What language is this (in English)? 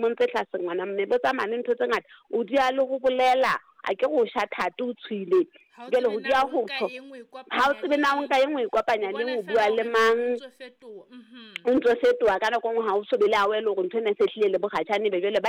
Southern Sotho